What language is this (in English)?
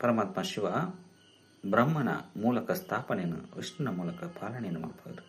Tulu